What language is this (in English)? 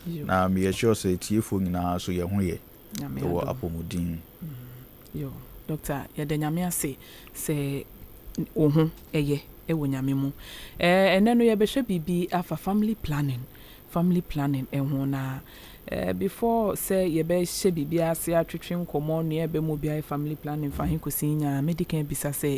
Akan